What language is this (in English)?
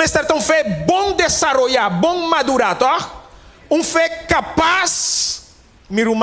Papiamento